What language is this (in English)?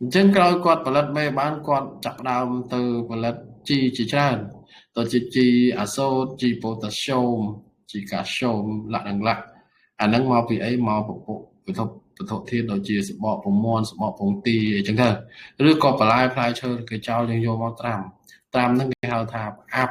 Khmer